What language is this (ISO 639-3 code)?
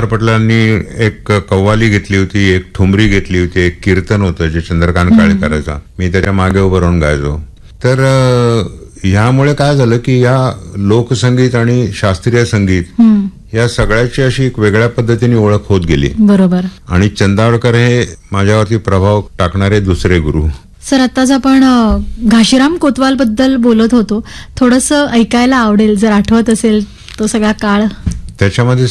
mar